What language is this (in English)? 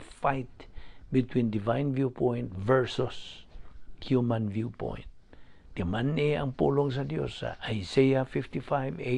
Cebuano